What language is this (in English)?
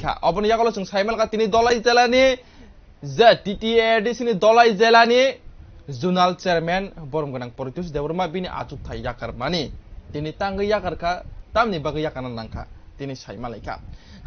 Kok Borok